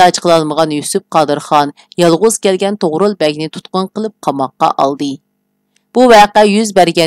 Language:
Uyghur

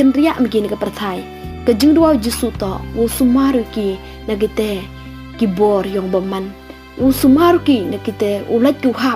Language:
Pnar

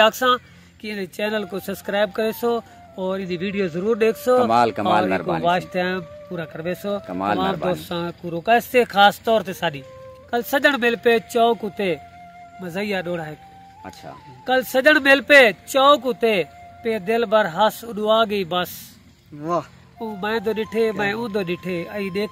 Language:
Saraiki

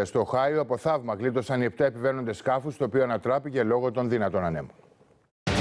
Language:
Greek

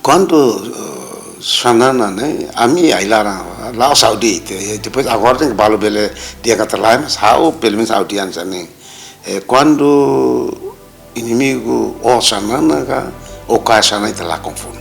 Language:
Tetum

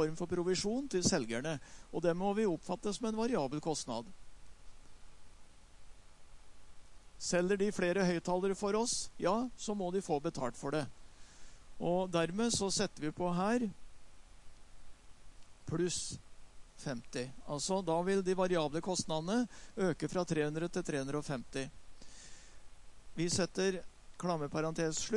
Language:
Norwegian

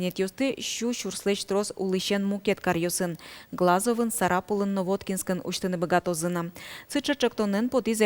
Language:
Udmurt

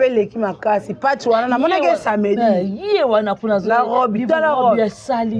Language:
Lingala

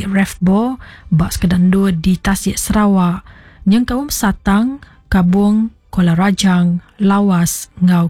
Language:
Iban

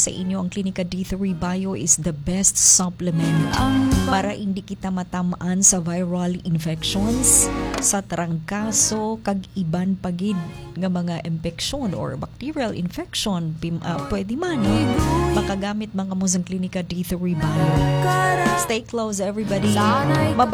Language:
Filipino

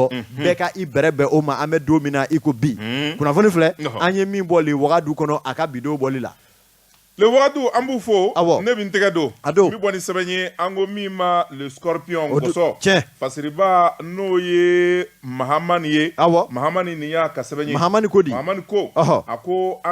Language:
Bambara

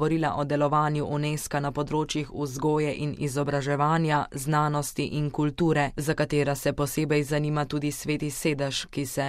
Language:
Slovenian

